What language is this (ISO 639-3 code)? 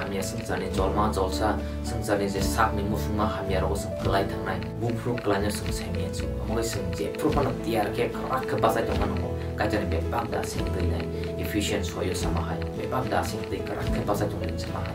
trp